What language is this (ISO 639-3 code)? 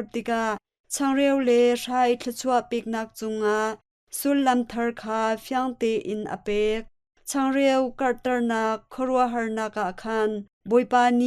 cnh